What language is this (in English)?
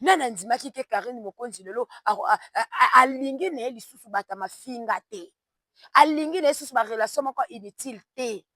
Lingala